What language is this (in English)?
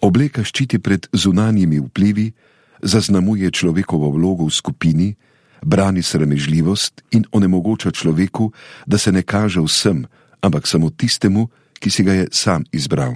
Slovenian